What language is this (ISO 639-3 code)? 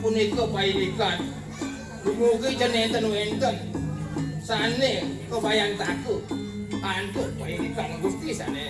ban